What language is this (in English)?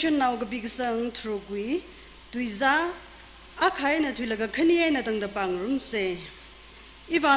Tangkhul Naga (India)